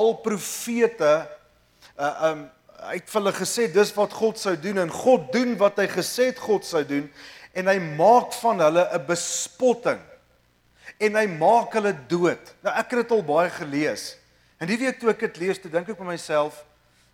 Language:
Afrikaans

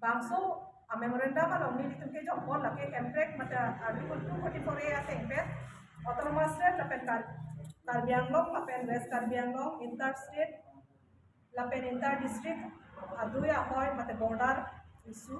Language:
Karbi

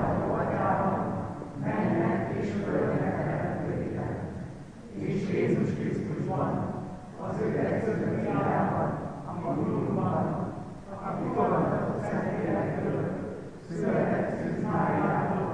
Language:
Hungarian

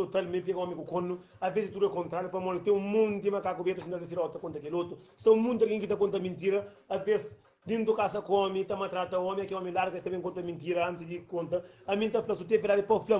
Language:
Kabuverdianu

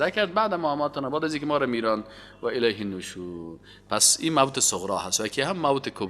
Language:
Persian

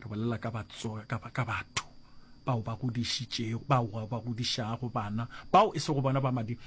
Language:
Northern Sotho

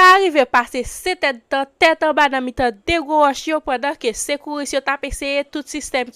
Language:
Haitian Creole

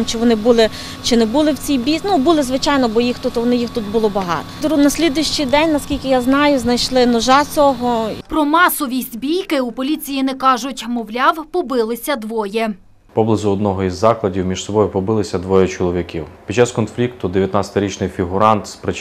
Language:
Ukrainian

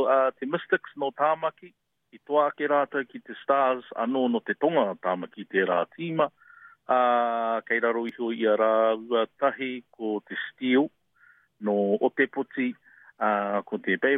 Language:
Māori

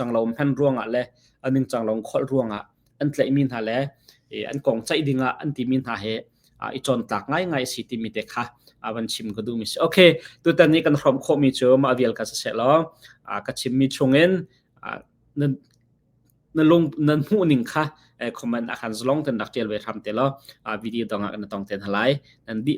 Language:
Hakha Chin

